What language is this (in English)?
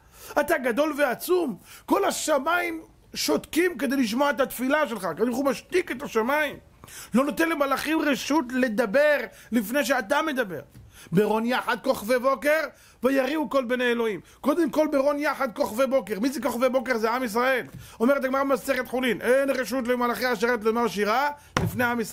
Hebrew